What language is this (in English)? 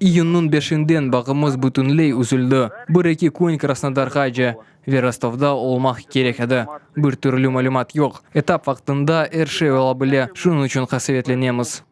Crimean Tatar